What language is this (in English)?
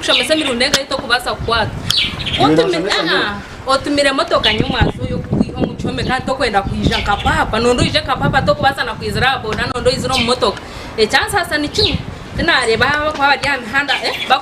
Nyankole